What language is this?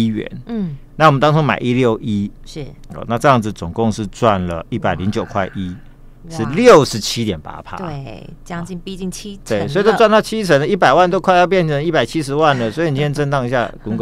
Chinese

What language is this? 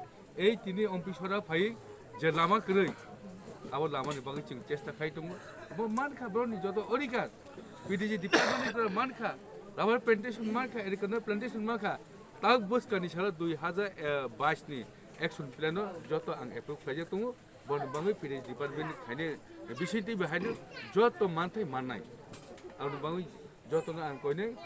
Kok Borok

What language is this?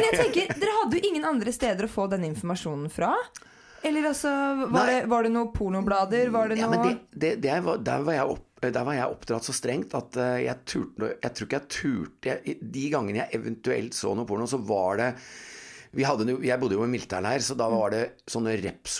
Norwegian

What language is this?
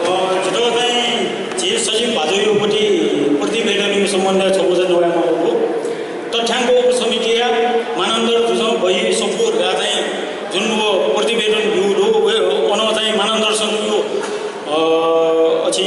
Newari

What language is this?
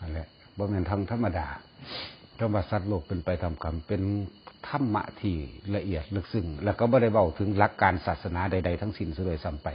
Northeastern Thai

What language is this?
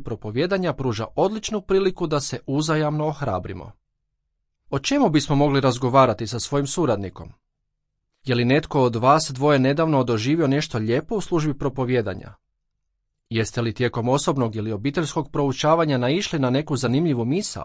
Croatian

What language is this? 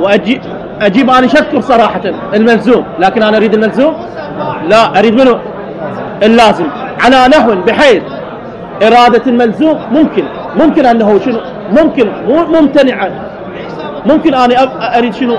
Mesopotamian Arabic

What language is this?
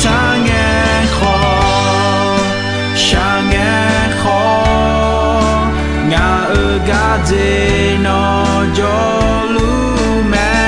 Akha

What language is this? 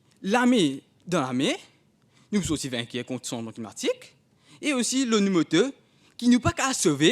Morisyen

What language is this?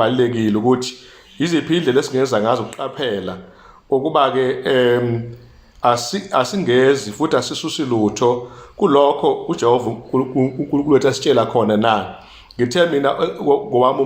Zulu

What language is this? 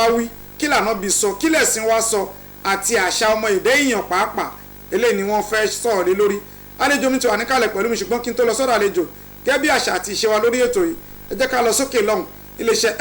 Yoruba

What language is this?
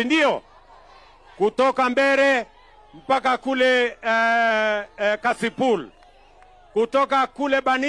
Meru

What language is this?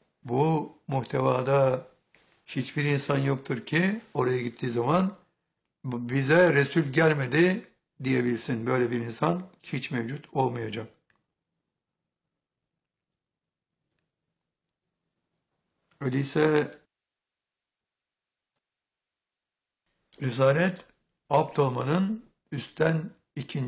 Turkish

